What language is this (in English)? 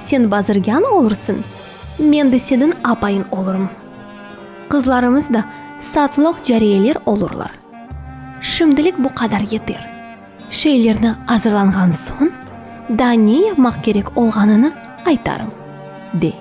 Crimean Tatar